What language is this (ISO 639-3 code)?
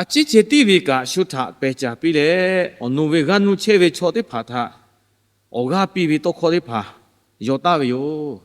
lhu